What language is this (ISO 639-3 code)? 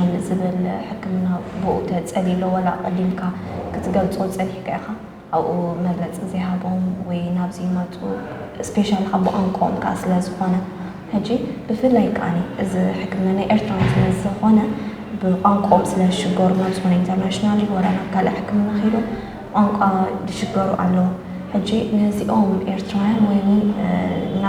tir